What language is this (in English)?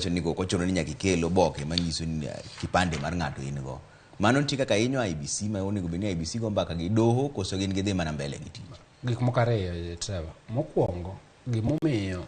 Luo (Kenya and Tanzania)